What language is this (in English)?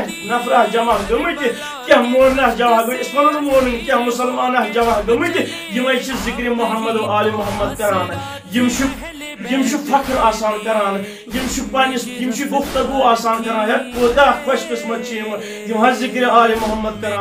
Kashmiri